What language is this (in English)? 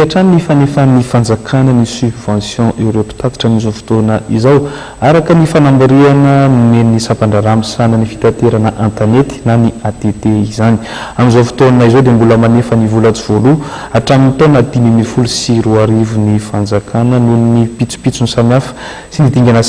Malagasy